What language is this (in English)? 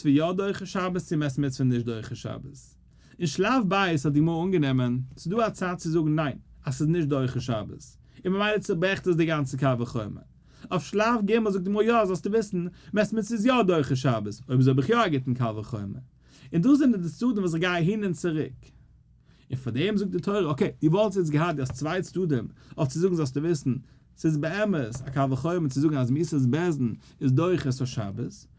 Yiddish